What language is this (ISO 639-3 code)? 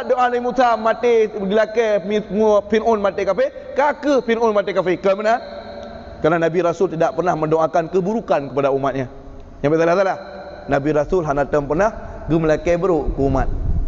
ace